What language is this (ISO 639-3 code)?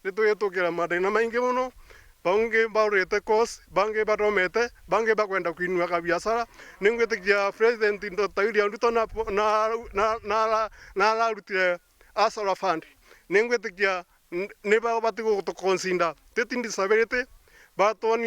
mer